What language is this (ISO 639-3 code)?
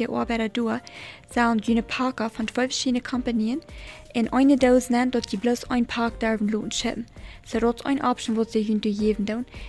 pdt